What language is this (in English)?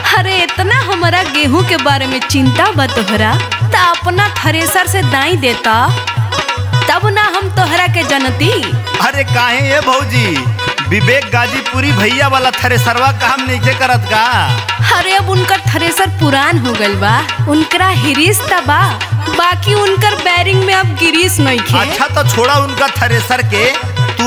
Bhojpuri